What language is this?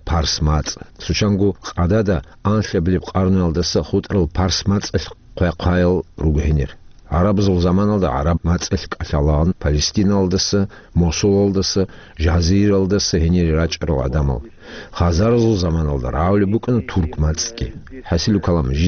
Avaric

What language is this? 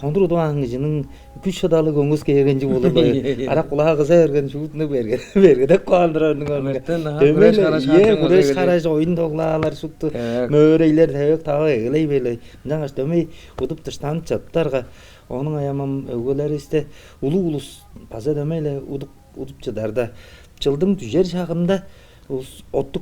Tuvinian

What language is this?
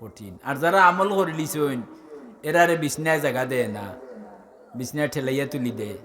Sylheti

